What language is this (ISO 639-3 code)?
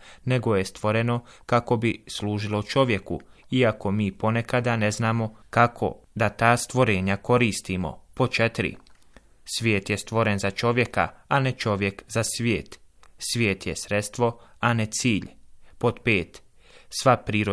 bos